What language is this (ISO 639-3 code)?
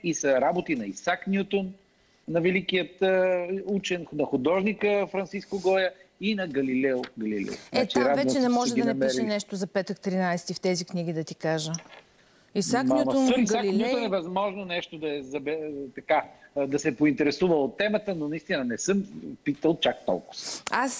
bul